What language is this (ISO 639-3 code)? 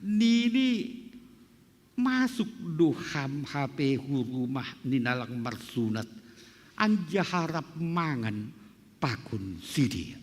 bts